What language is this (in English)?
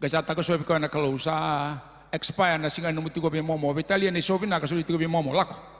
Fijian